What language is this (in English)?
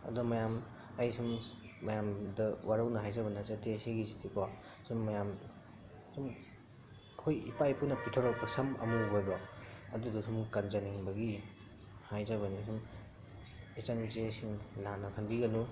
Manipuri